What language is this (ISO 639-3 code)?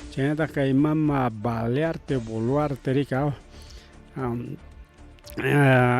quy